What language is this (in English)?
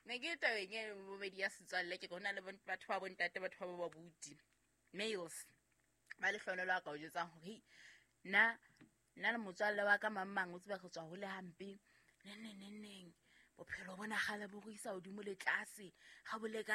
Southern Sotho